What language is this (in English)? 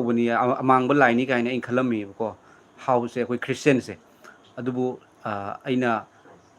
Manipuri